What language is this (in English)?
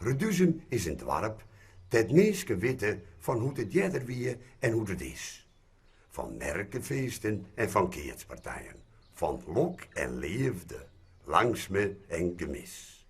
Western Frisian